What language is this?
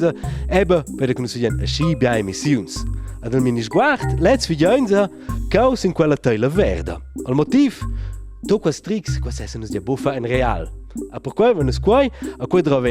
Romansh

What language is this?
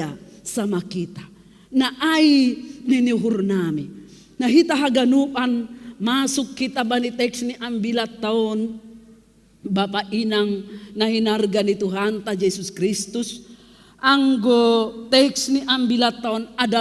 Batak Simalungun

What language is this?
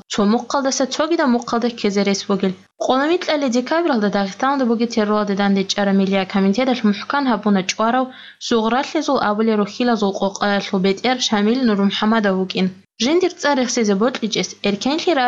Avaric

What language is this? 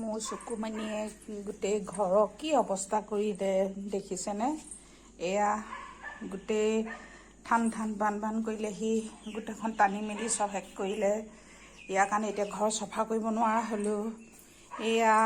Assamese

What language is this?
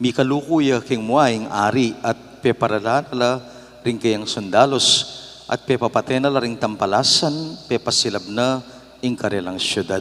Pampanga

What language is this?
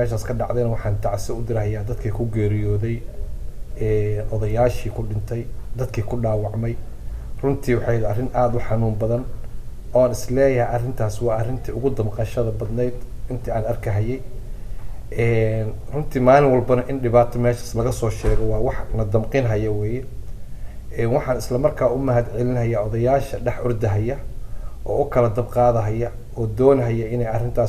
Somali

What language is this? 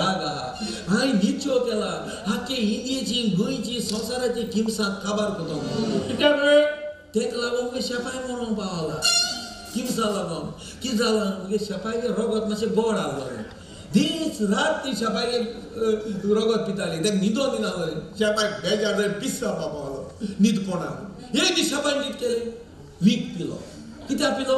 Konkani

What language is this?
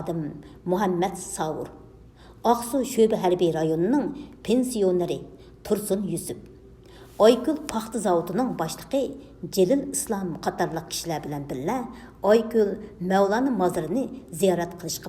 Uyghur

